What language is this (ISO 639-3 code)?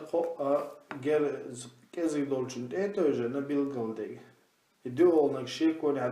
che